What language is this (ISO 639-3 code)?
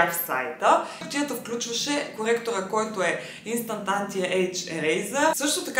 bul